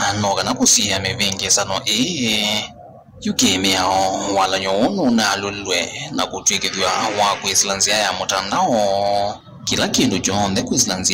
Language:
Kamba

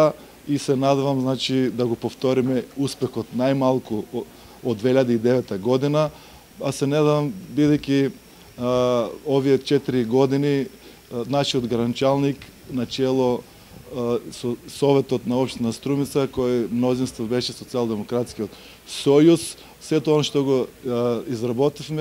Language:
Macedonian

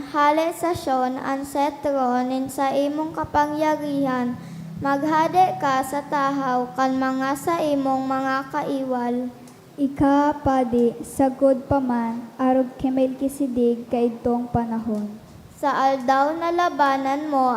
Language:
Bikol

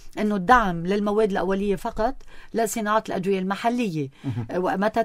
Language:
North Levantine Arabic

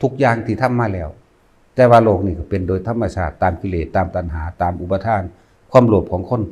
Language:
Lao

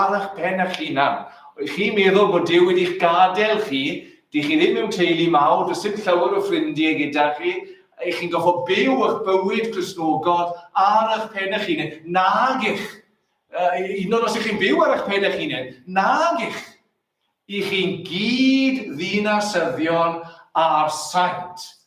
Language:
Welsh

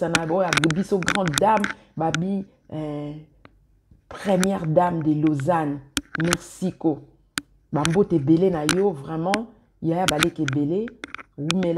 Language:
Lingala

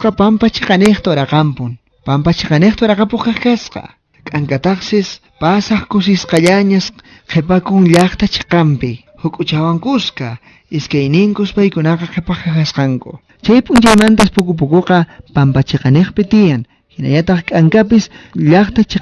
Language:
Quechua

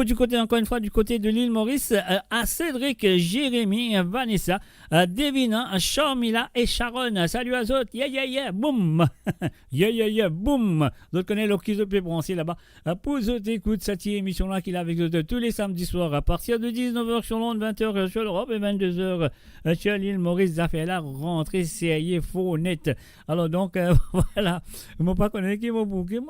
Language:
Morisyen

